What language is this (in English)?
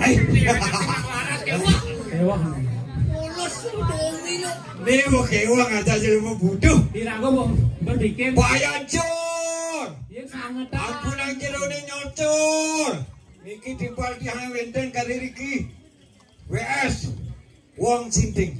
Balinese